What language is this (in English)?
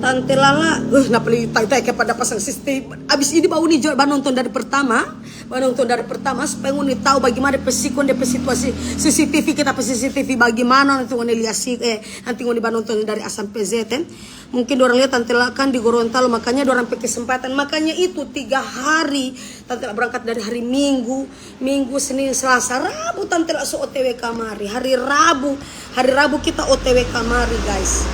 Manado Malay